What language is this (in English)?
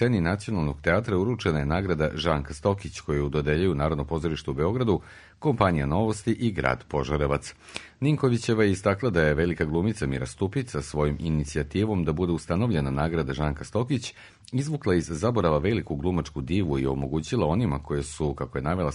Serbian